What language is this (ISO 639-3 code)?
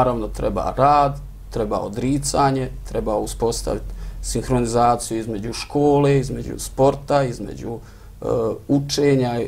bos